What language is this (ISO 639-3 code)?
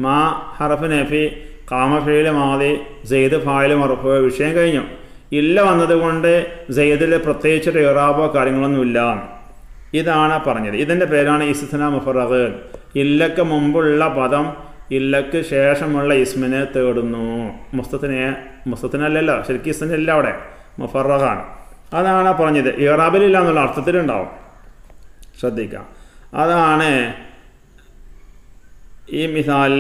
mal